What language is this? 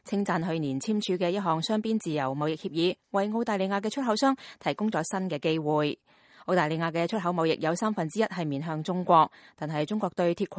Cantonese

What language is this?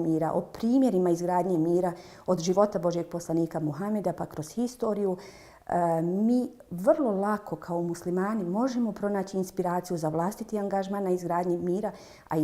Bosnian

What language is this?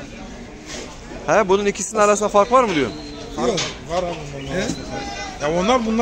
Turkish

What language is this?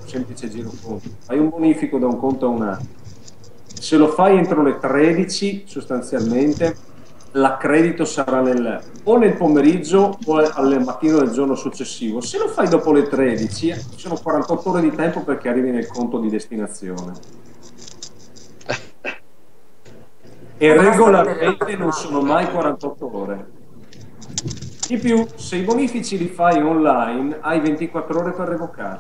Italian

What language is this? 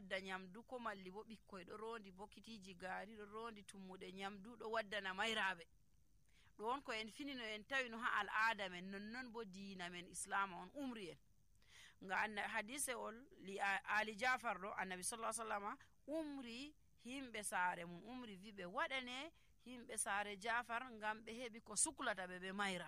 Nigerian Fulfulde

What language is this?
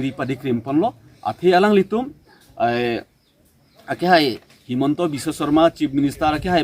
Karbi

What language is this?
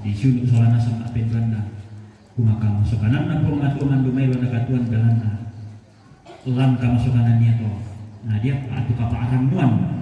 Toraja-Sa'dan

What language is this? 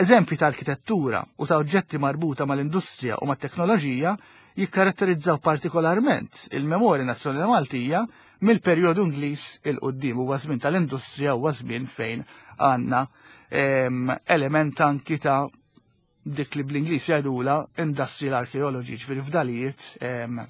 Maltese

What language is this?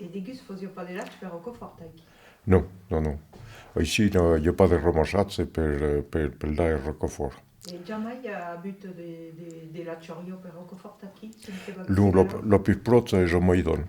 Occitan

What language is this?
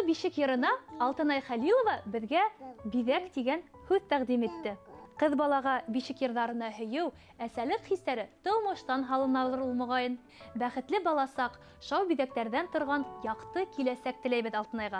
Bashkir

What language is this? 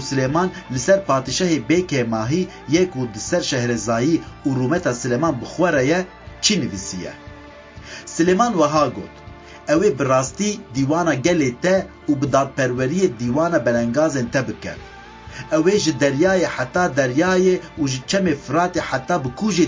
Kurdish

